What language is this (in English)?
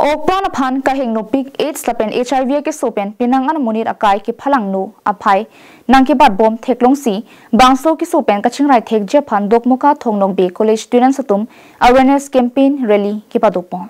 Karbi